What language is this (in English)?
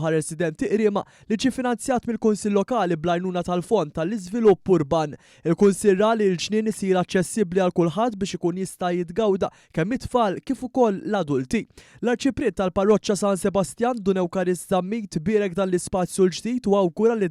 Maltese